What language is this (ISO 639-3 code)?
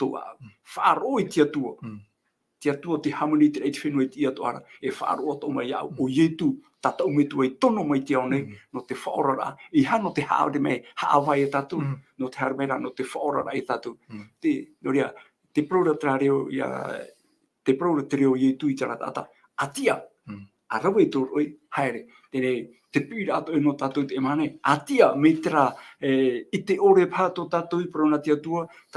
tah